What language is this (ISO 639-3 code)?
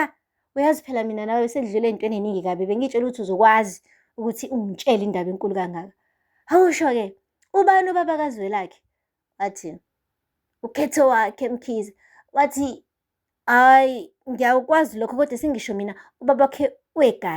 zul